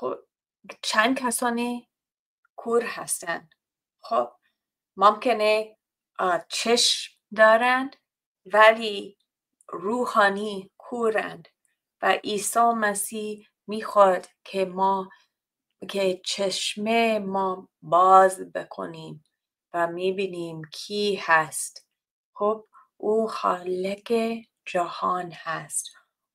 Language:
Tajik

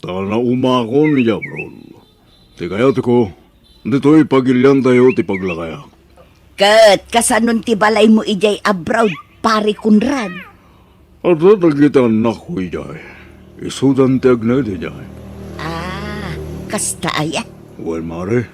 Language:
Iloko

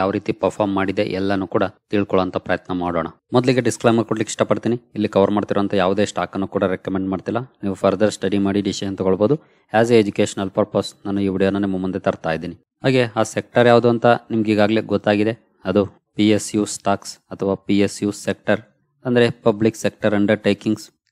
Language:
Kannada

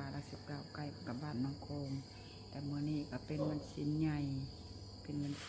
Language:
Lao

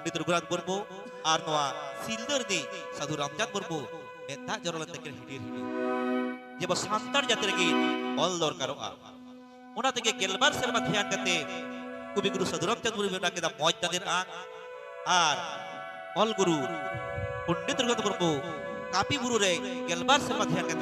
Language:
Santali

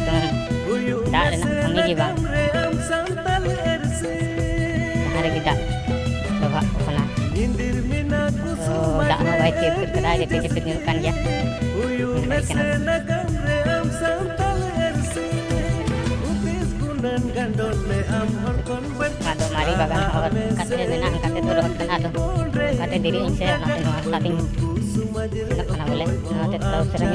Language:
Santali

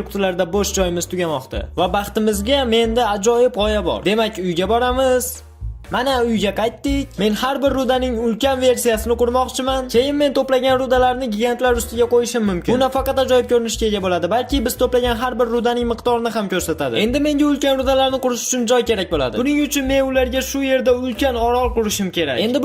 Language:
Uzbek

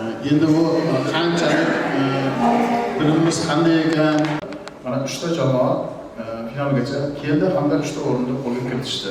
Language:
Uzbek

